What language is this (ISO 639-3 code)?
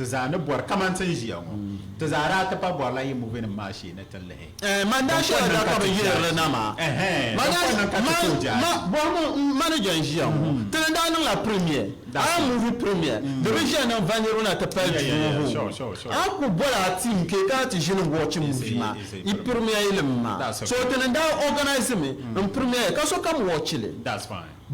dag